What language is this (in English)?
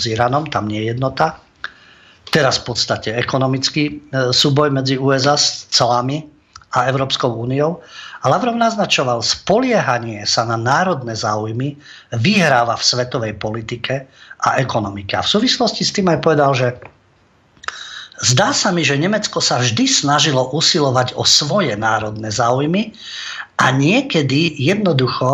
Slovak